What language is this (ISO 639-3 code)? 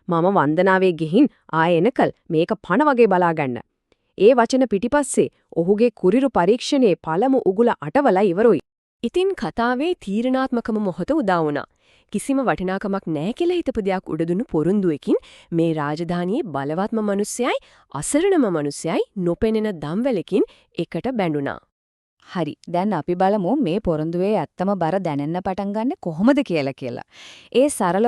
sin